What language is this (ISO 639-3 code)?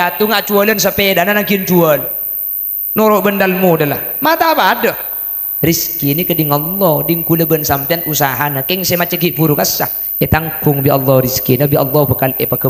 mad